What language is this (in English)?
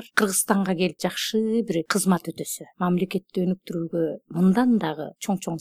Kyrgyz